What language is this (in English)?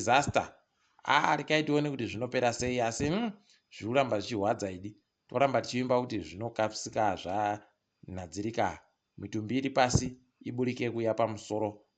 Ndau